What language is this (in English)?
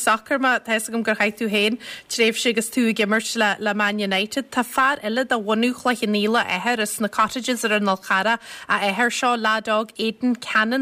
Irish